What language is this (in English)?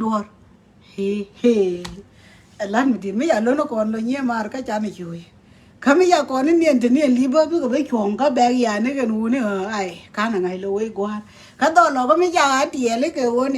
Nuer